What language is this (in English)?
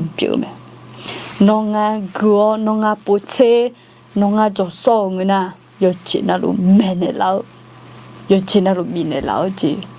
Akha